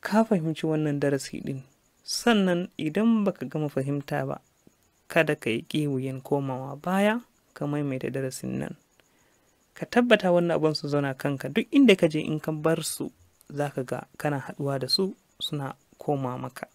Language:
Hausa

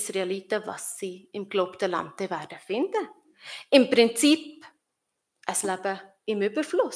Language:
Swiss German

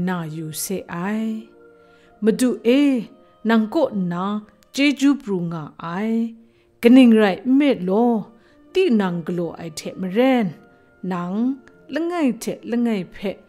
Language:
Kachin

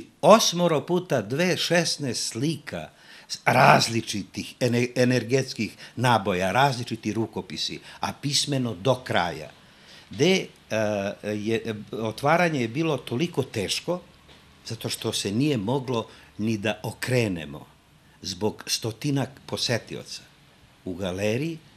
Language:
Serbian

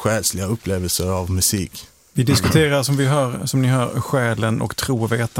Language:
Swedish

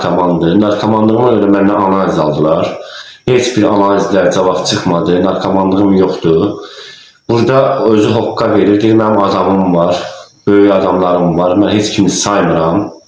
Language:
Azerbaijani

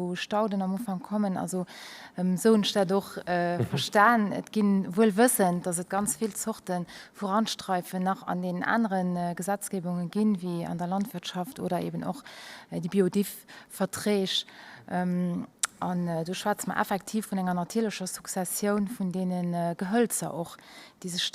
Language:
Luxembourgish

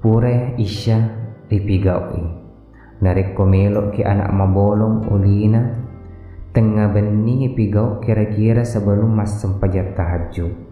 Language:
Buginese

